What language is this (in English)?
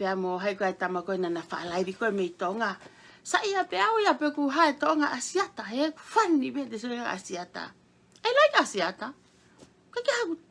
Tongan